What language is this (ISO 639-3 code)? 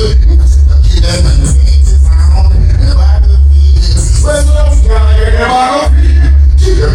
jam